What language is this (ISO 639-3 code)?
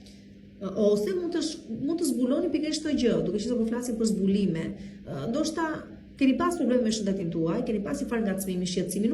sqi